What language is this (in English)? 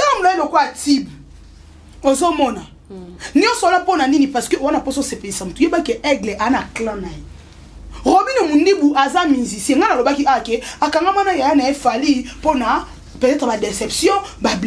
Lingala